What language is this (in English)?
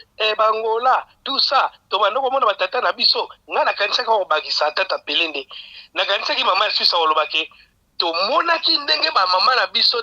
Lingala